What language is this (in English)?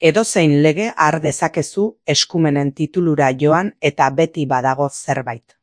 Basque